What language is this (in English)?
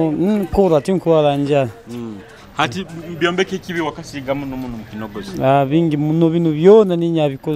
Nyoro